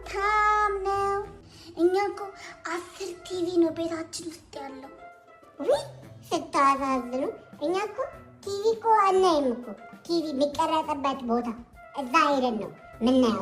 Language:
Amharic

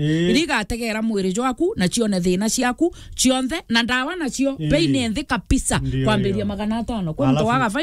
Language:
Meru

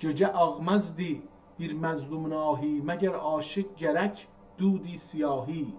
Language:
South Azerbaijani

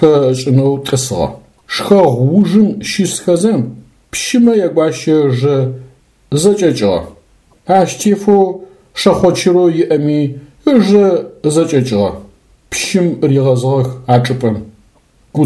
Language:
Adyghe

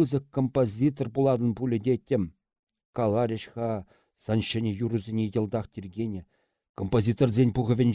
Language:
Chuvash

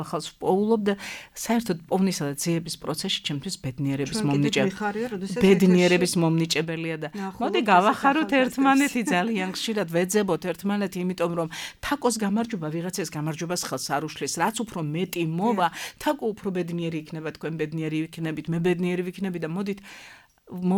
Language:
Georgian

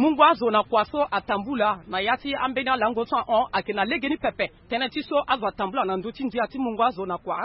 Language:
Sango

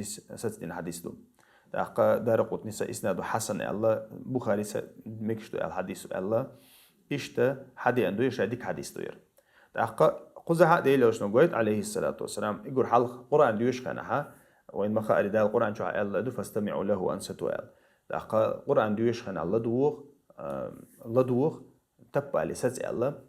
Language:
Chechen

